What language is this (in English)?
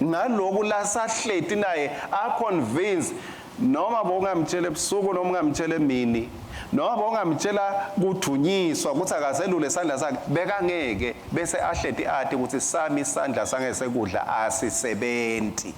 Swati